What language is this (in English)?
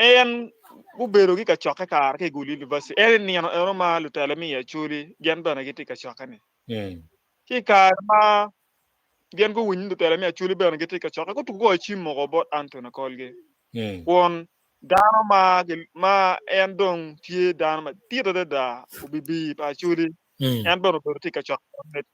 Acoli